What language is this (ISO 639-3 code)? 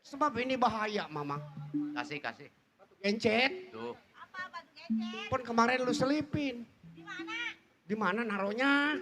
bew